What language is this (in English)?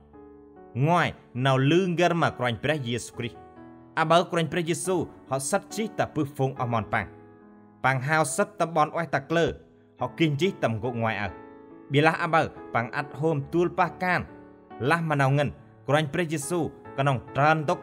Central Mnong